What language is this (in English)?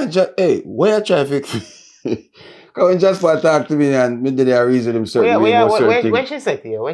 Jamaican Creole English